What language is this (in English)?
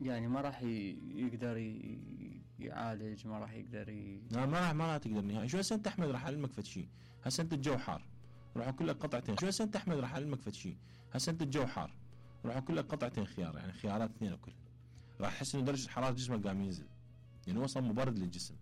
Mesopotamian Arabic